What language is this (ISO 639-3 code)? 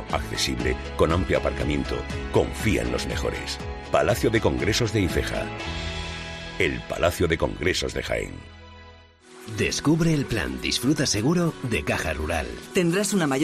spa